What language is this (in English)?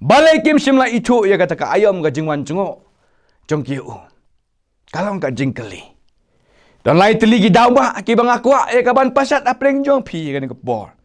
Khasi